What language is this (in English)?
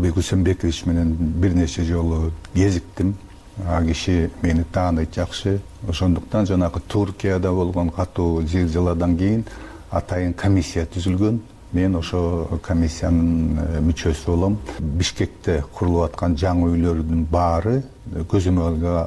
Kyrgyz